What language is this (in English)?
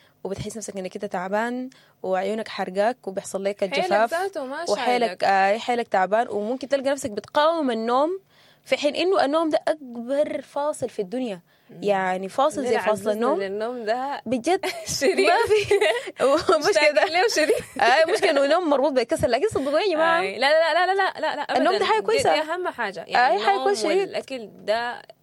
Sudanese Arabic